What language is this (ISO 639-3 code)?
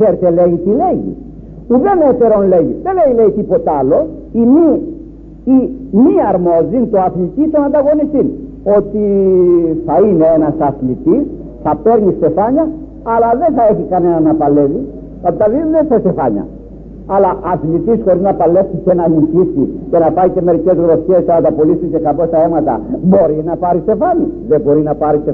ell